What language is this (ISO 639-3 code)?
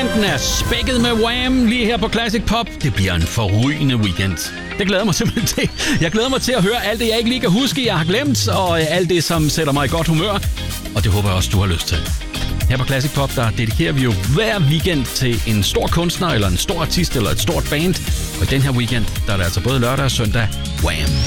dan